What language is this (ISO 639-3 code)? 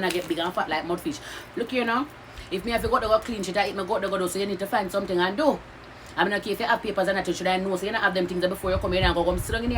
jam